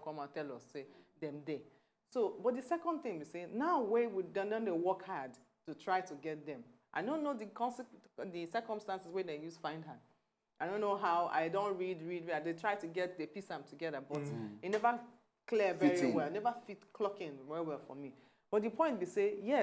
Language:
Nigerian Pidgin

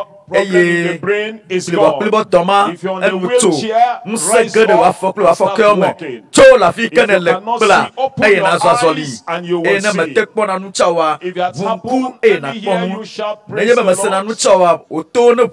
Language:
Ewe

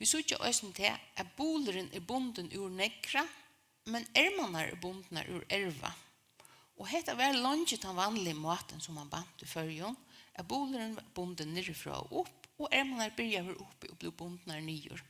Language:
Faroese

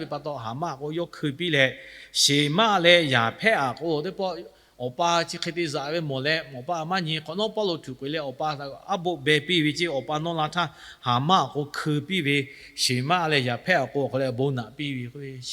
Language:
Lahu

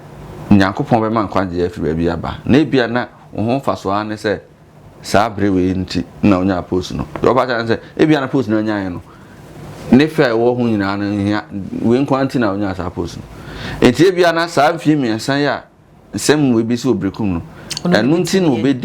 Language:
Akan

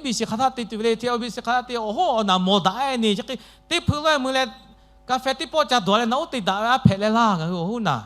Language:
Lahu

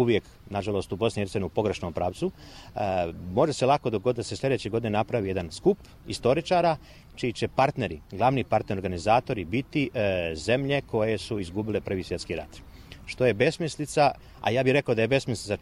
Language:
Bosnian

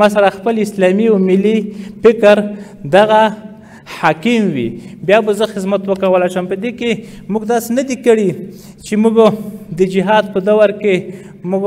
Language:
Pashto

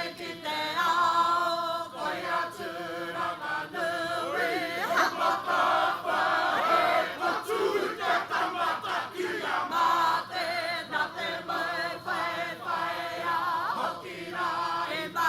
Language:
Māori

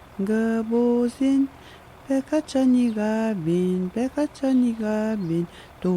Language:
Atikamekw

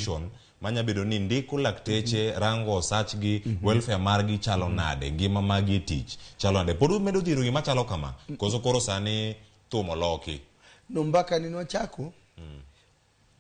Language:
Luo (Kenya and Tanzania)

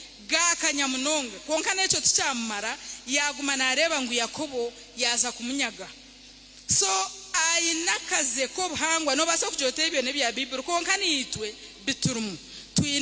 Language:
Nyankole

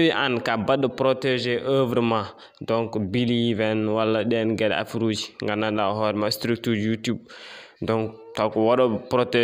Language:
Fula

